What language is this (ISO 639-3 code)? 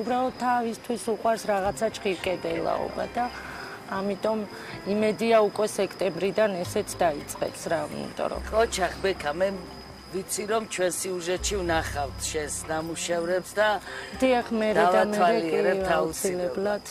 kat